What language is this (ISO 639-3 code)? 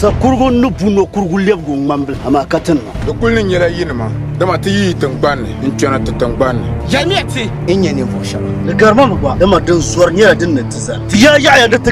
dag